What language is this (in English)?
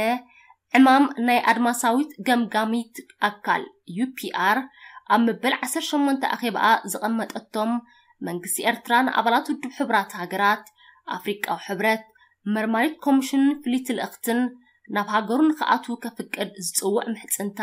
Tigrinya